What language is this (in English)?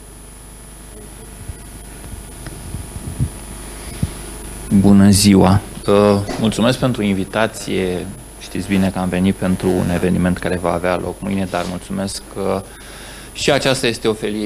Romanian